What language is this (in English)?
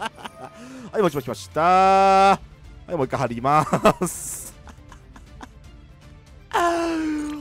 Japanese